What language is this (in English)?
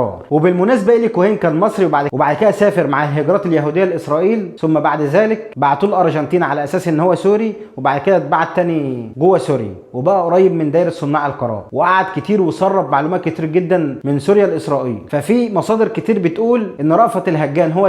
Egyptian Arabic